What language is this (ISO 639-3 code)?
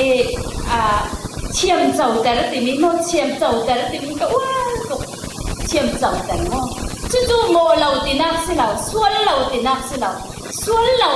cfm